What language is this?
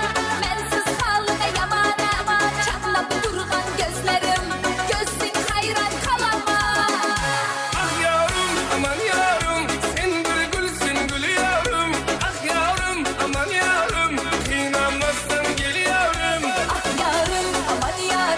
Kara-Kalpak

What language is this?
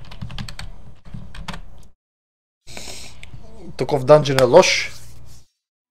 Bulgarian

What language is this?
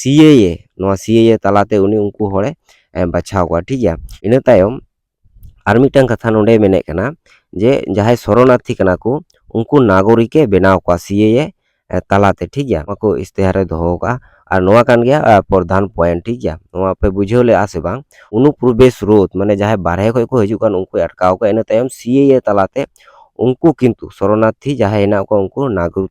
Santali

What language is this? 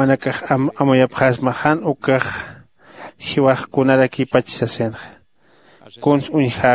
Aymara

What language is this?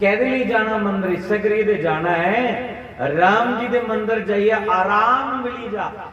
Dogri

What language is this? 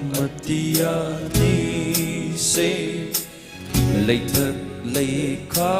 Tangkhul Naga (India)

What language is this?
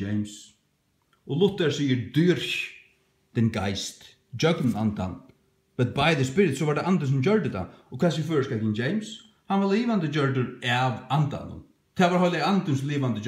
Faroese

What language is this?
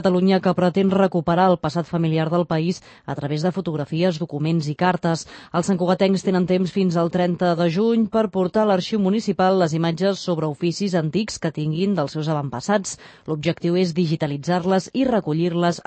Catalan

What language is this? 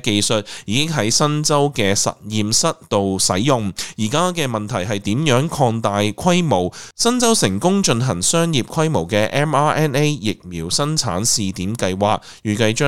Cantonese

